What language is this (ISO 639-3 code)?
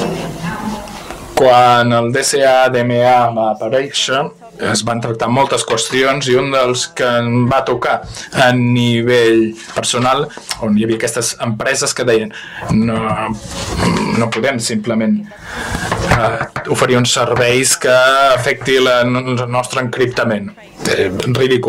cat